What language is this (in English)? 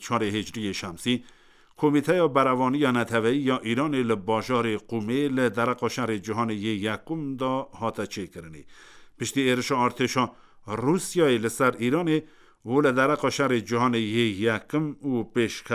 Kurdish